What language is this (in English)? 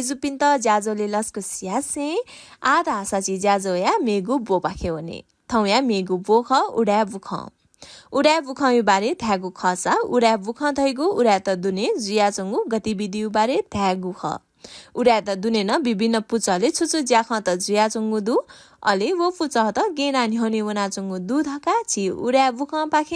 Newari